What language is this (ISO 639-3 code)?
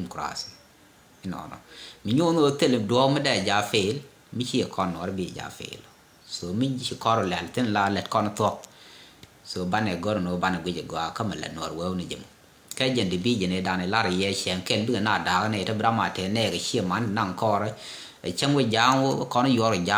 nus